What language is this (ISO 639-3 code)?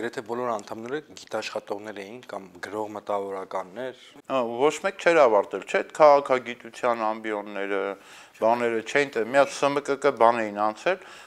hye